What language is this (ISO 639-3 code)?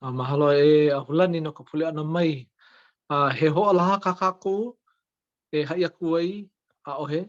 haw